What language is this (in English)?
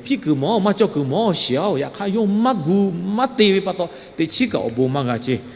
Lahu